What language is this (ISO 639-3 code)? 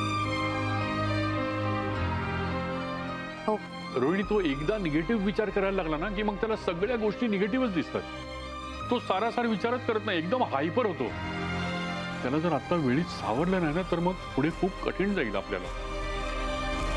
mar